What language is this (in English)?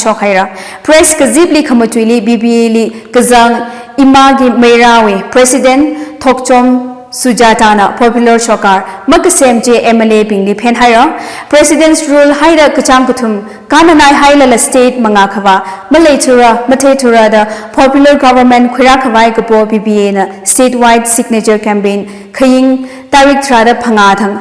Tangkhul Naga (India)